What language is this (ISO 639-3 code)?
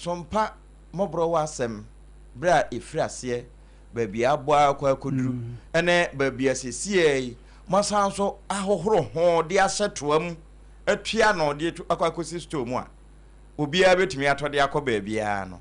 aka